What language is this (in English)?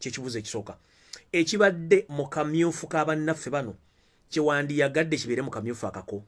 Ganda